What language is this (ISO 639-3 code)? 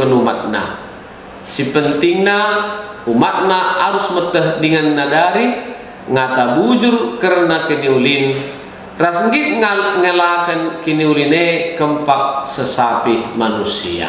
btx